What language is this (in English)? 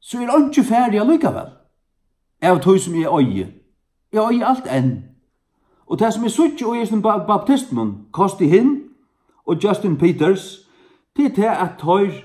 Faroese